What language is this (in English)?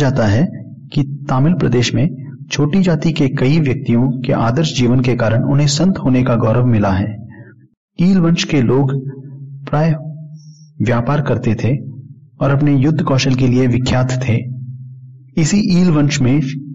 Hindi